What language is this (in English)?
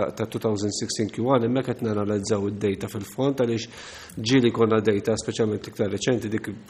Maltese